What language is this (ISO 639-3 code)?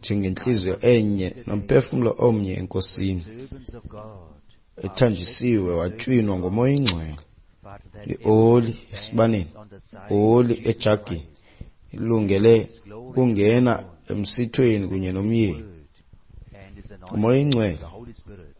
xho